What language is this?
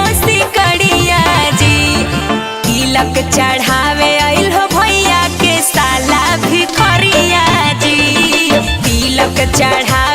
Magahi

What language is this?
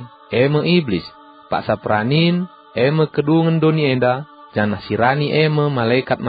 Batak Karo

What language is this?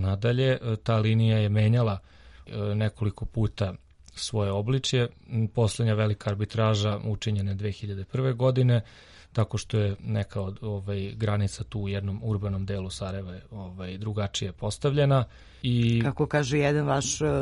Serbian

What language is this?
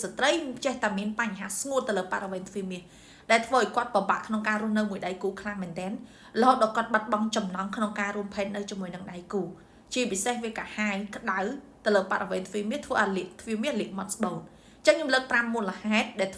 Khmer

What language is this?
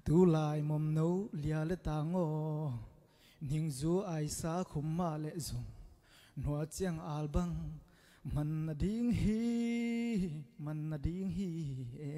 Tedim Chin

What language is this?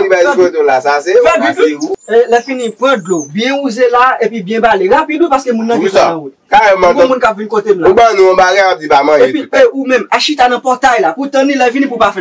Haitian Creole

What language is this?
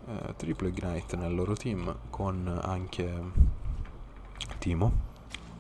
Italian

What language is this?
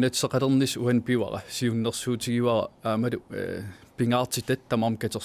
Kalaallisut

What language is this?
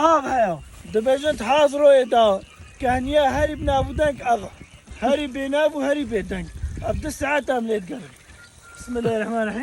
Kurdish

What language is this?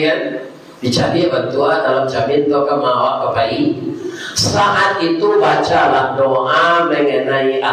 Minangkabau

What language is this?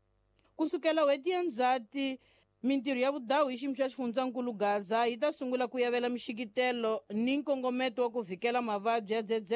Tsonga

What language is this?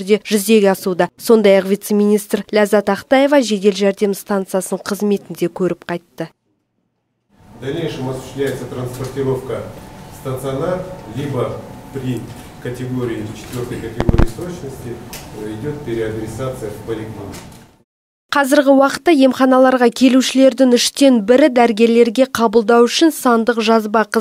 Kazakh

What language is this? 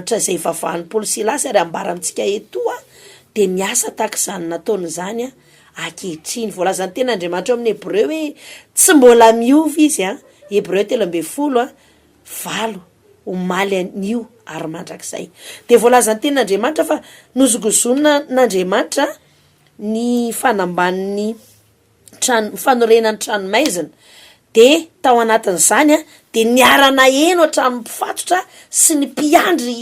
Malagasy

